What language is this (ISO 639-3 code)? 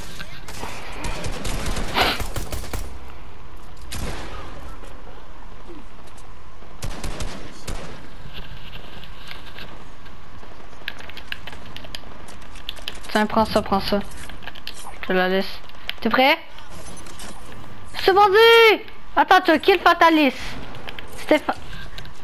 fra